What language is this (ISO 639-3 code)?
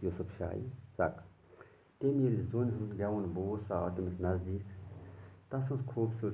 kas